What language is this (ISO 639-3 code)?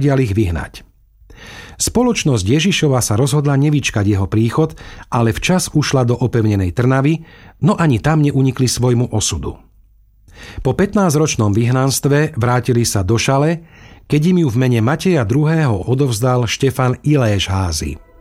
slk